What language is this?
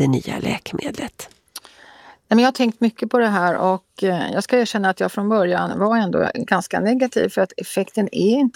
Swedish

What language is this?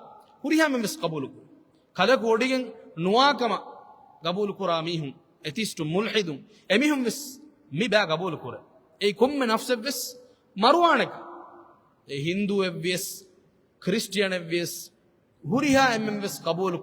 Divehi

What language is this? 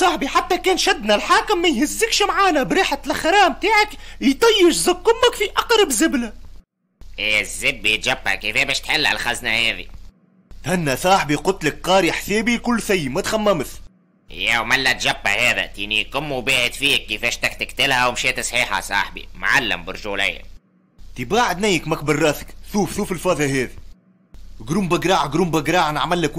Tunisian Arabic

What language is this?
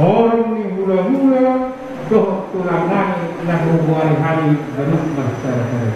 Batak Toba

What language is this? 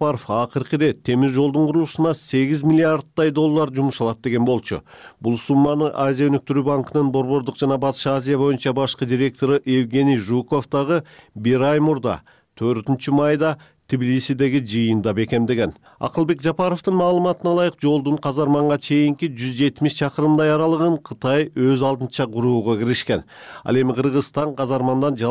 Kyrgyz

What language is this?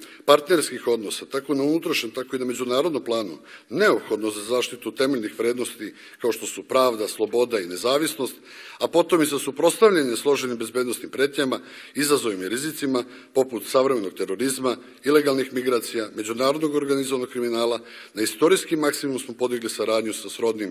Serbian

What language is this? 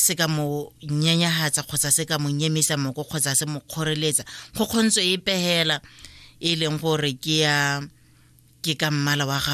Tswana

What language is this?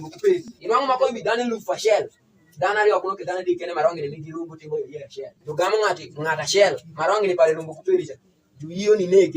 Alur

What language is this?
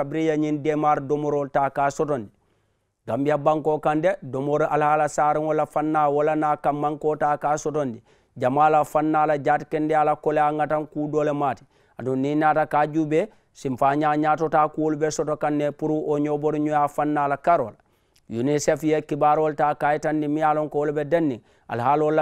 Mandingo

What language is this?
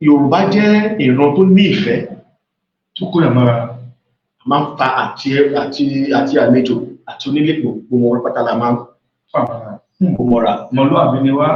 Yoruba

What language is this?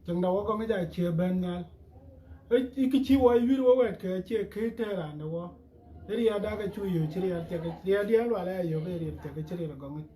Dinka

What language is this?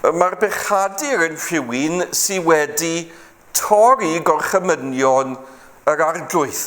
Welsh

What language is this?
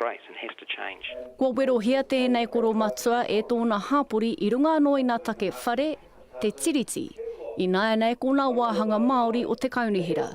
Māori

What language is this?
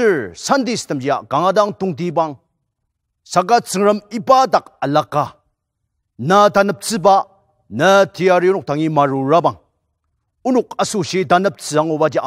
Ao Naga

